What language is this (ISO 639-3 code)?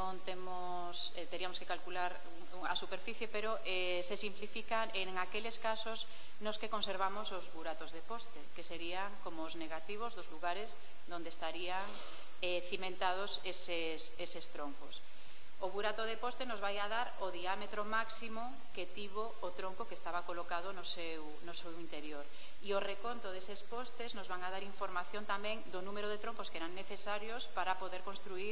glg